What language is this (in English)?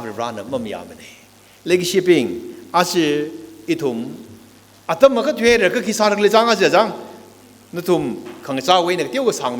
Tangkhul Naga (India)